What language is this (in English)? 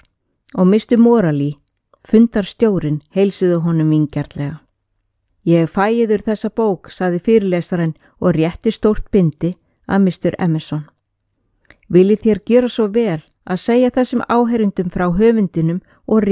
Icelandic